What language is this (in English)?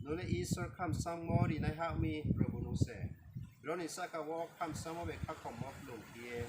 Riang (India)